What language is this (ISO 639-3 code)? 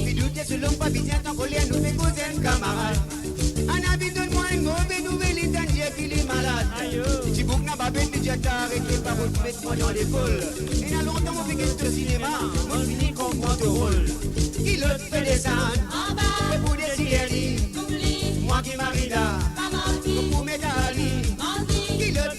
mfe